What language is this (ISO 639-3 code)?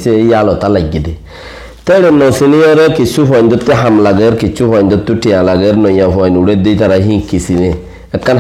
rhg